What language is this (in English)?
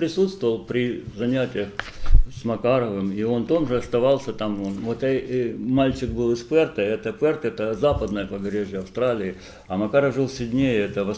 Russian